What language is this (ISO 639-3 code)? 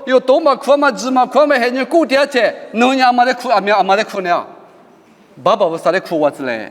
lis